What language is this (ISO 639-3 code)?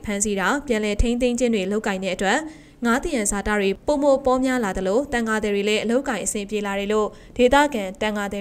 mya